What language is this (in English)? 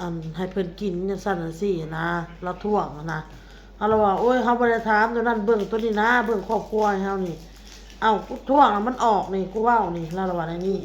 Lao